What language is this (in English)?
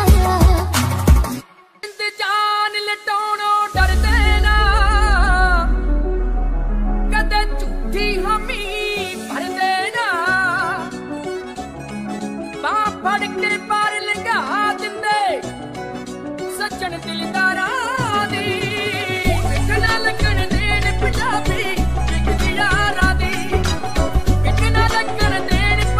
Punjabi